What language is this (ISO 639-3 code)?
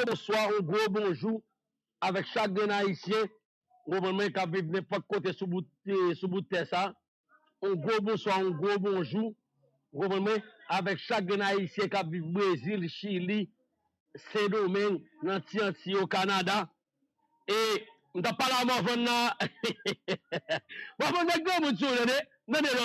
hat